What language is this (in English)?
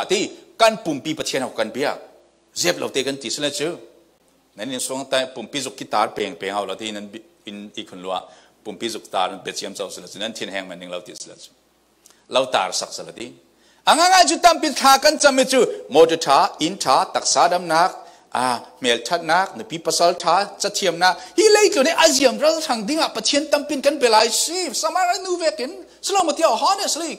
Falam Chin